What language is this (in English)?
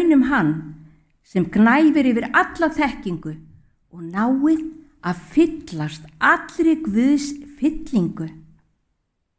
Icelandic